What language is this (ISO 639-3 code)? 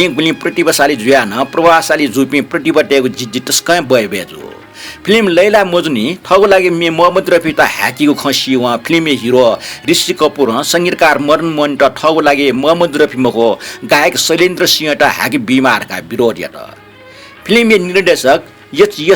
new